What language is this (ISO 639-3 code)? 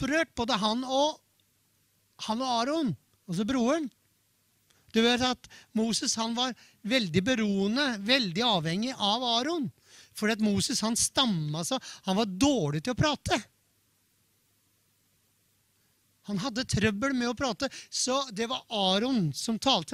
nor